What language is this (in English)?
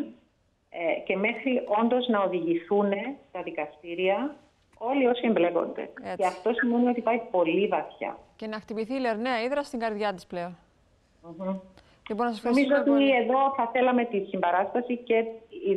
Greek